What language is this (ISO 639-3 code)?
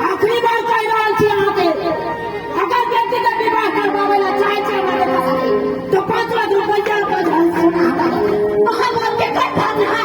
mai